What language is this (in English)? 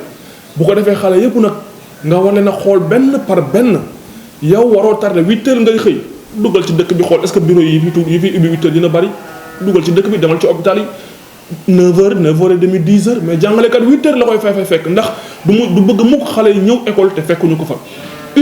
Wolof